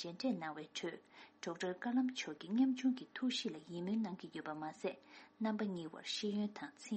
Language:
Tibetan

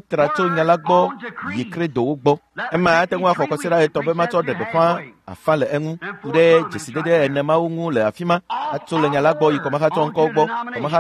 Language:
Ewe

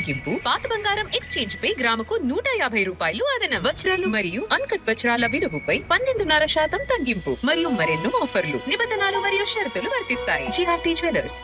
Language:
Telugu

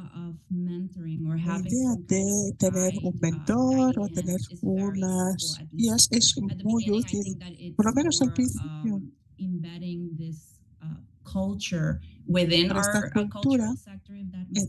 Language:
Spanish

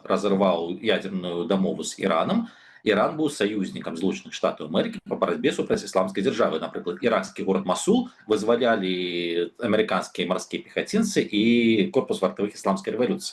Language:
Belarusian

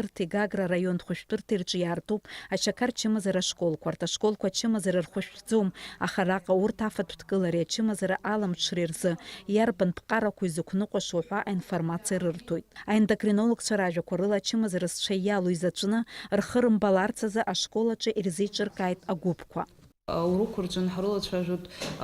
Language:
Abkhazian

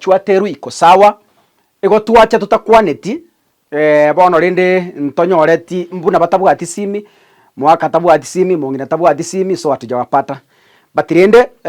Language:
Gusii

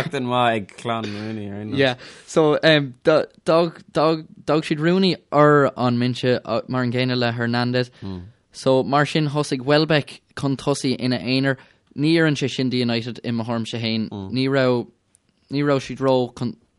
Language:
Irish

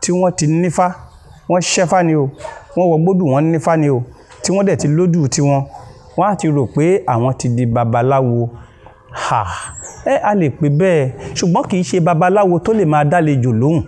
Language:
Yoruba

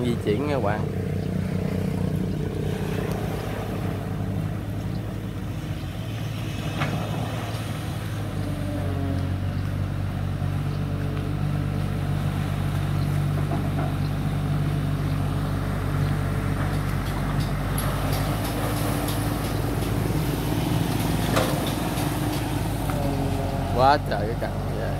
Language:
Vietnamese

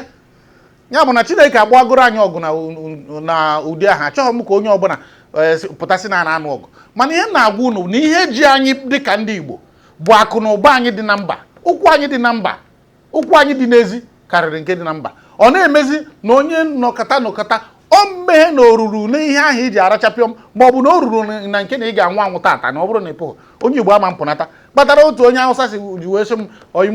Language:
Igbo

